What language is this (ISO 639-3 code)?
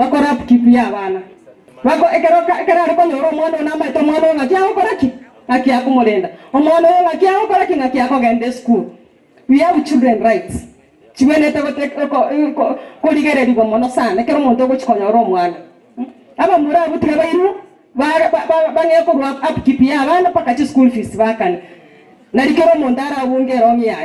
guz